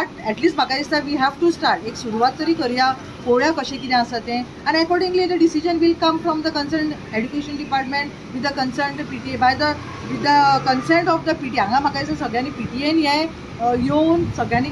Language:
Konkani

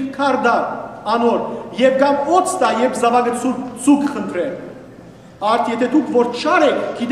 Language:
Western Armenian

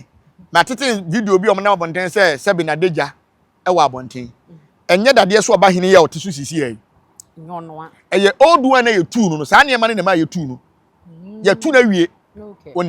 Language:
Akan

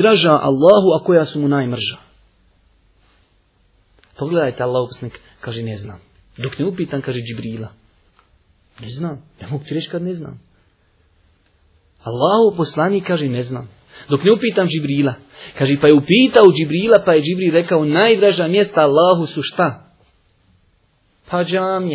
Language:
Bosnian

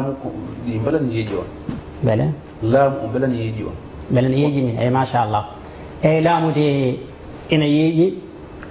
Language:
Fula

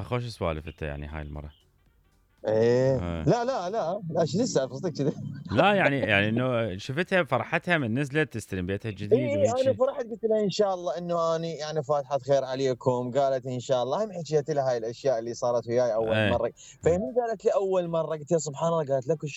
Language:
Mesopotamian Arabic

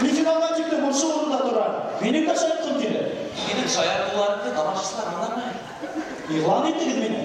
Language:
Bashkir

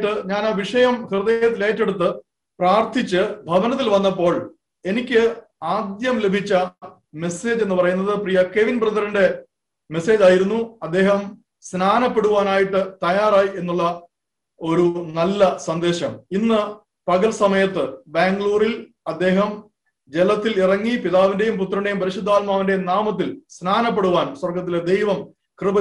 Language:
Malayalam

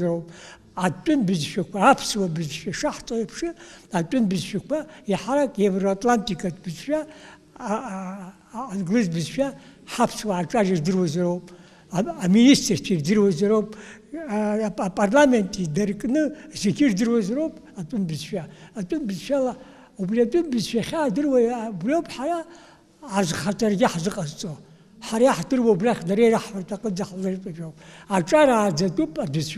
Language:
Abkhazian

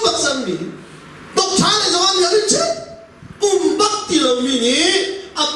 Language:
Hakha Chin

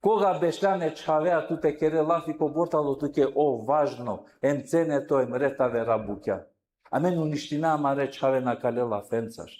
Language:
Balkan Romani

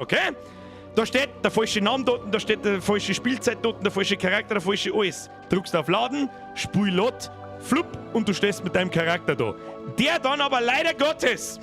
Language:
Bavarian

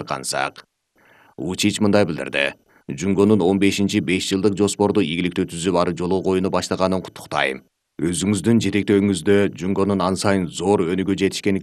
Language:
Kyrgyz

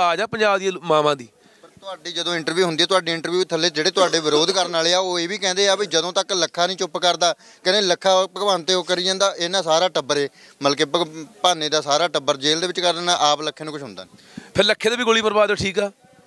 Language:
Punjabi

